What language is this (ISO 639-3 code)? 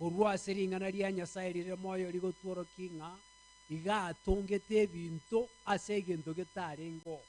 guz